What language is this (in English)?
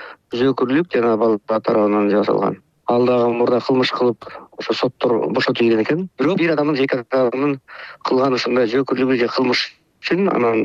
Kyrgyz